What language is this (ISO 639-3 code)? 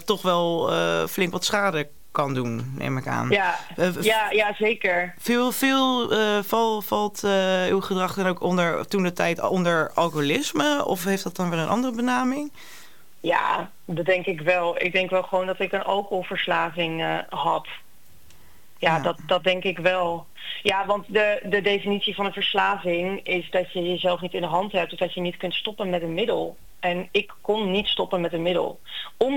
nld